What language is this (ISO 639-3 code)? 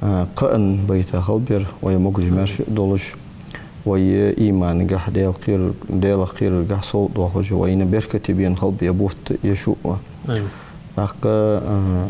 inh